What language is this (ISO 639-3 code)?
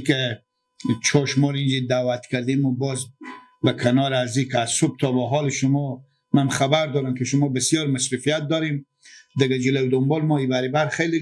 fas